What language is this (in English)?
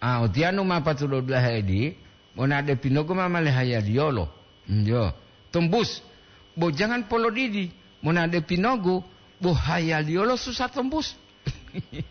Gorontalo